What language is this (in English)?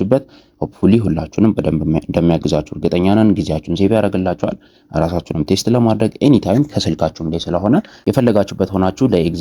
Amharic